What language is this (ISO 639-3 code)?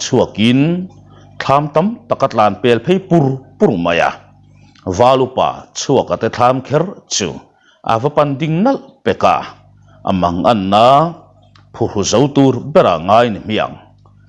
lus